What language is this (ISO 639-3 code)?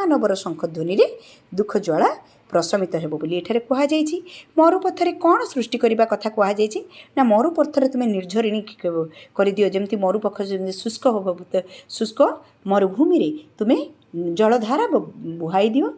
ori